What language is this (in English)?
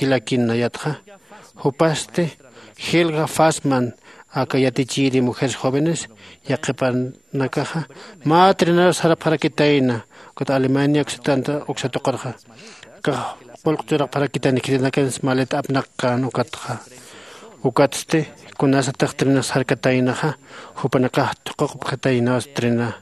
Aymara